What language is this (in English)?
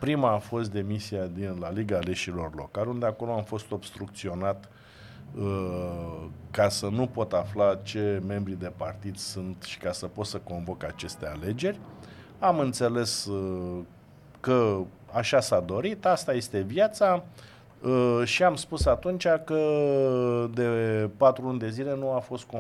Romanian